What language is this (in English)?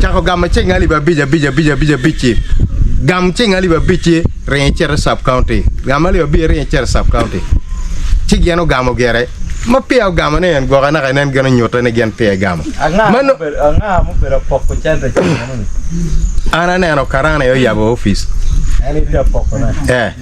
Acoli